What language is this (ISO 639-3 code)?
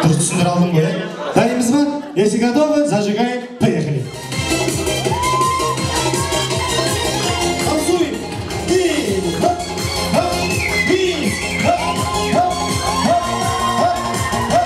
kaz